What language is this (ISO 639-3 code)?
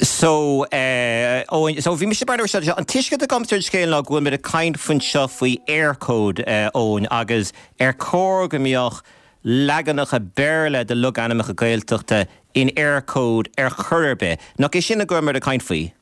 gle